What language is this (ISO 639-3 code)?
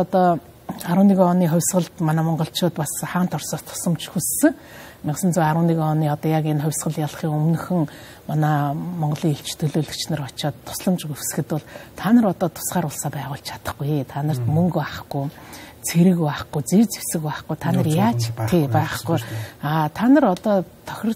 mon